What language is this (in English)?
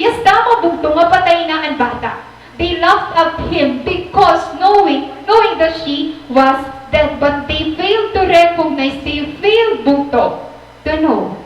Waray